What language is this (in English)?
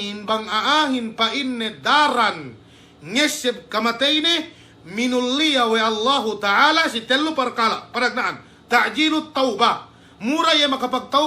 Yakan